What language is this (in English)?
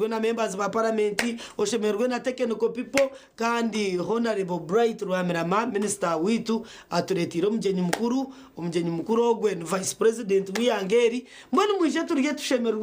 Nyankole